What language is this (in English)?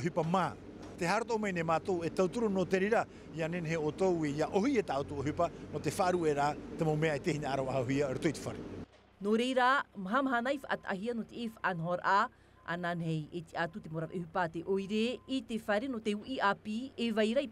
Tahitian